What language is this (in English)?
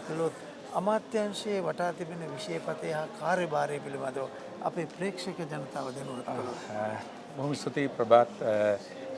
Sinhala